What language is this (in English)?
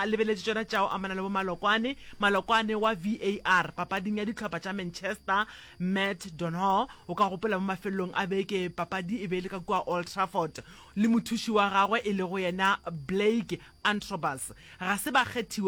Northern Sotho